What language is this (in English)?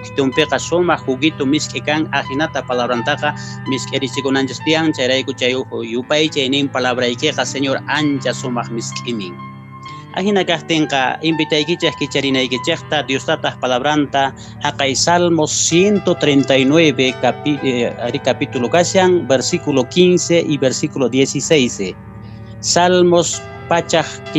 Quechua